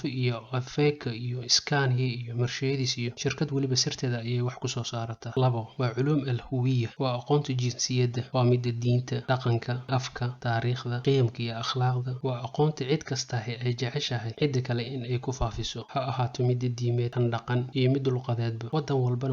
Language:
Somali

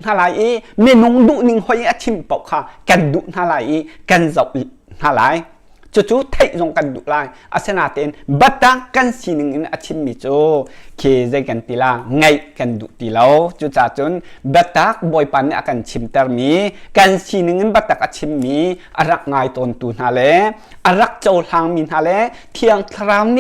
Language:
Hakha Chin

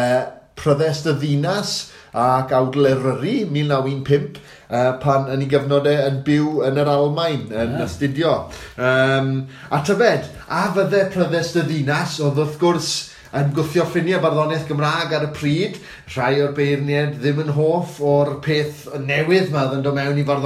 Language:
Welsh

